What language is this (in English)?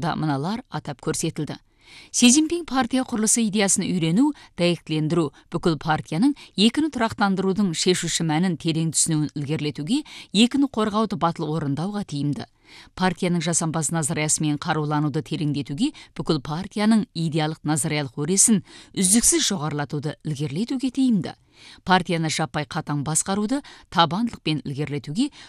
Kazakh